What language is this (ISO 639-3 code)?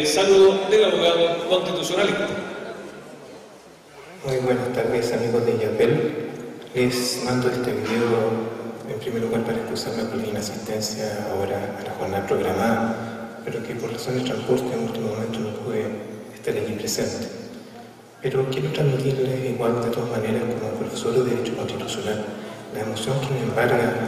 spa